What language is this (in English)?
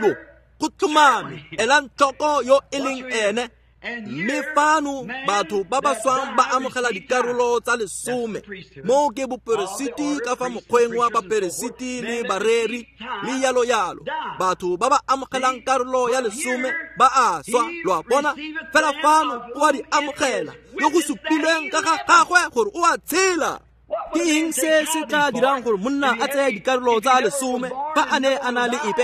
Tswana